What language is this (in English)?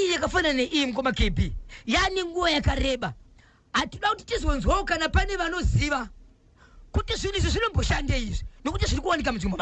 Shona